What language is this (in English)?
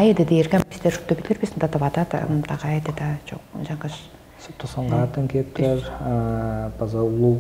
Tuvinian